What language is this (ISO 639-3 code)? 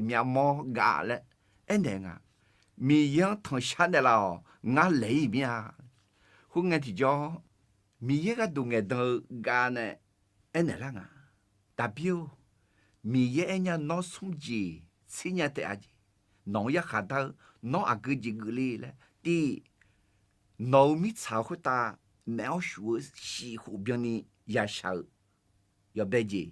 ahk